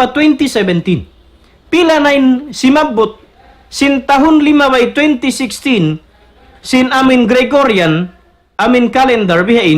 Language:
Tausug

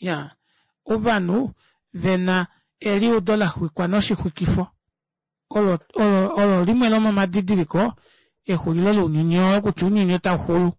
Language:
Kuanyama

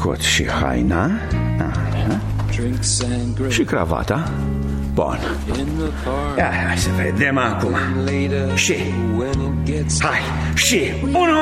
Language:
Romanian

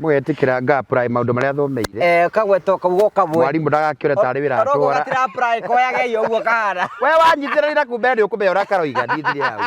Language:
Kikuyu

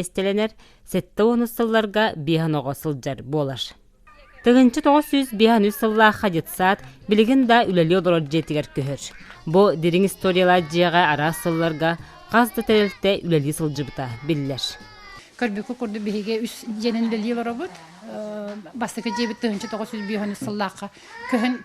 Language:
Yakut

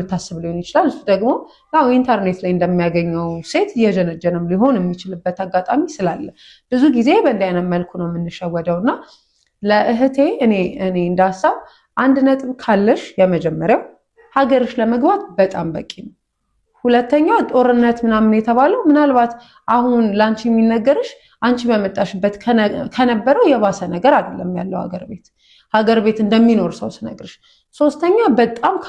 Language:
Amharic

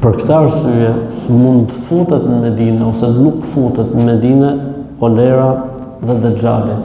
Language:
Albanian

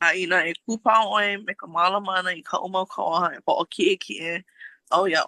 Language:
Hawaiian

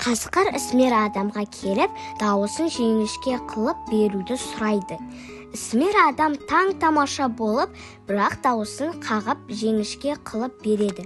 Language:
Kazakh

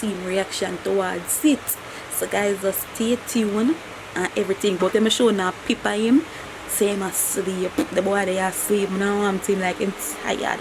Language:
Jamaican Creole English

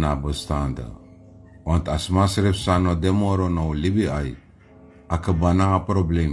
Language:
Sranan Tongo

